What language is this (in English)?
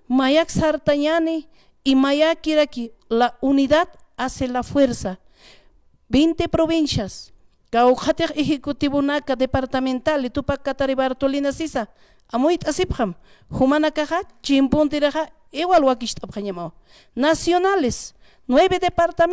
Aymara